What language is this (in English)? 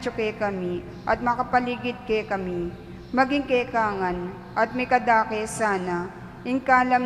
Pampanga